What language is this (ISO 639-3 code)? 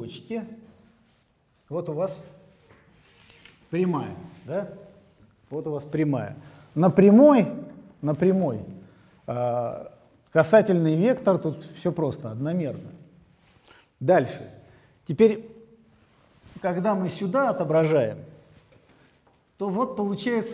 rus